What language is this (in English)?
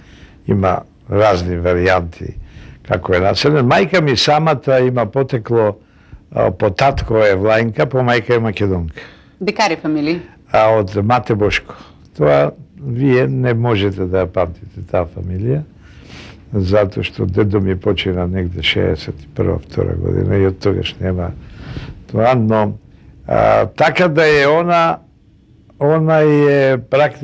Macedonian